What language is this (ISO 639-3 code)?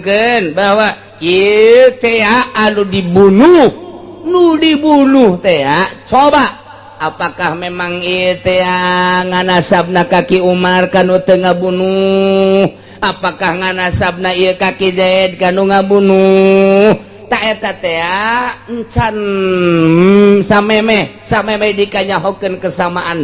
sun